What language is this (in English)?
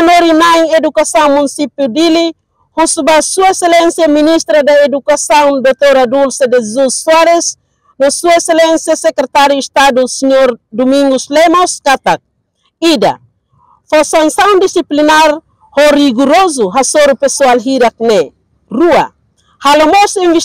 Tetum